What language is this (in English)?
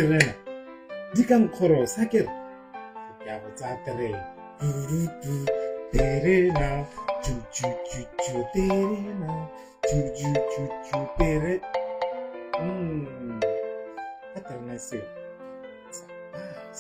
Tswana